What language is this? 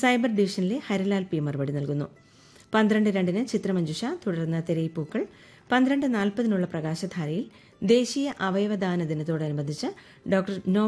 Malayalam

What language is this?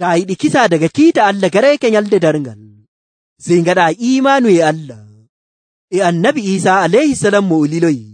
Nigerian Fulfulde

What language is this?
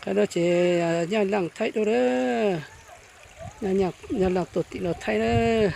Hmong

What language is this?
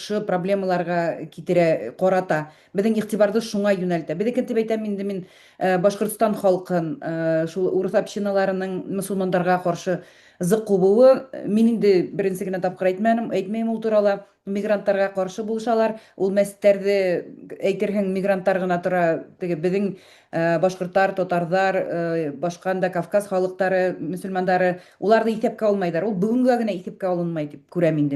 Bashkir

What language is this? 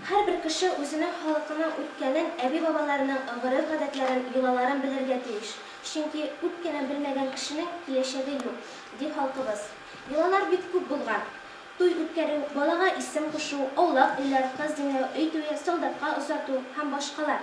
Tatar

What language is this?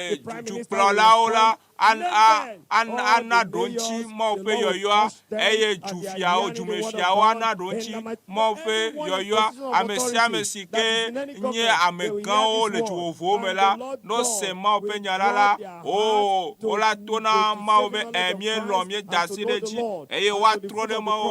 Ewe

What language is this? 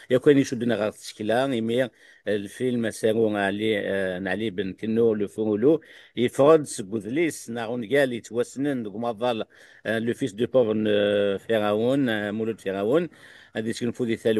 Kabyle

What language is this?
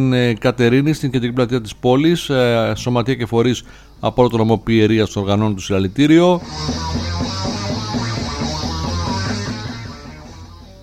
Greek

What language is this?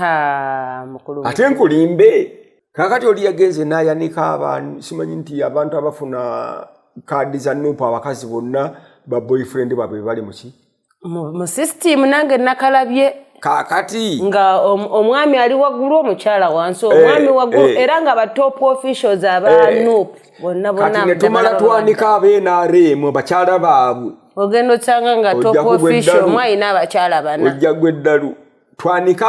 Ganda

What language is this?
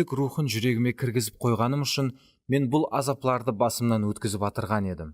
Kara-Kalpak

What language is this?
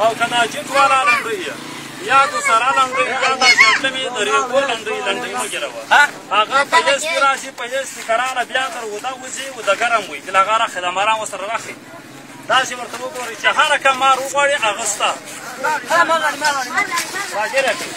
Pashto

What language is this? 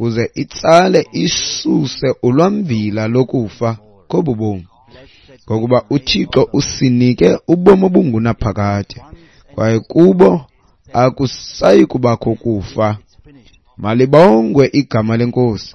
Xhosa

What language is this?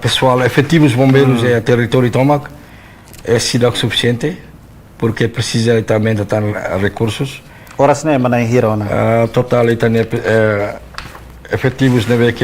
Tetum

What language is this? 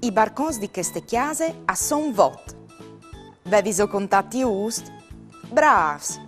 Friulian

